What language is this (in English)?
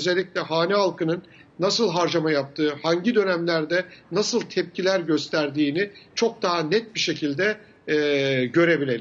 Turkish